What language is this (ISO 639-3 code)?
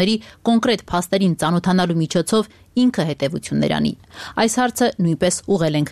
hye